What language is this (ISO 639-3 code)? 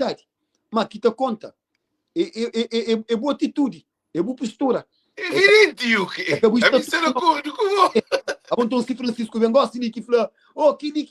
kea